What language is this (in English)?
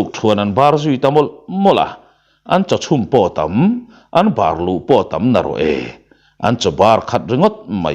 Mizo